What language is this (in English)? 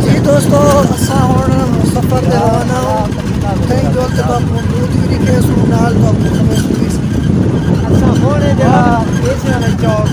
Saraiki